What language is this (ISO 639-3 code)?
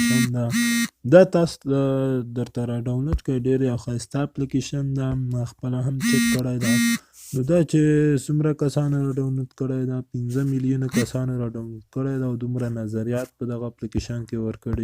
pus